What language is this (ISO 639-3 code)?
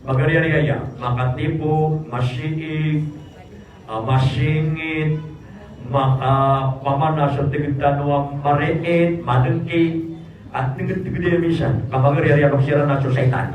mrw